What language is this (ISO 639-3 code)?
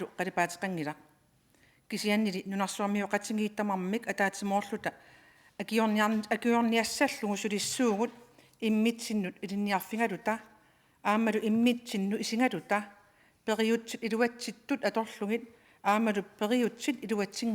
kal